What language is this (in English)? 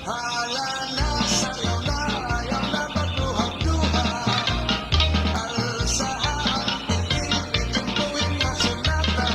Waray